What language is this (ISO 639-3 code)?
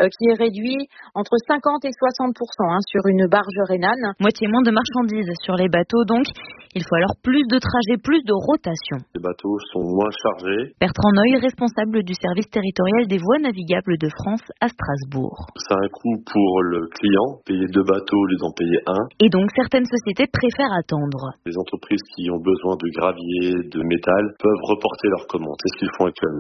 fra